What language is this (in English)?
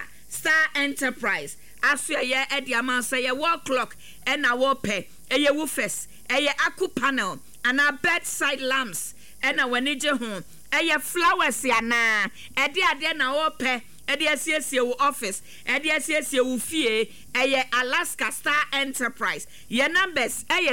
Akan